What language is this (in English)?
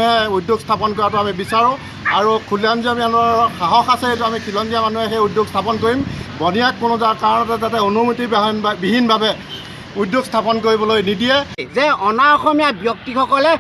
Assamese